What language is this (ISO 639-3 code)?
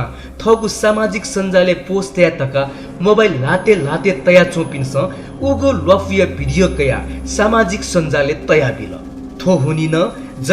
new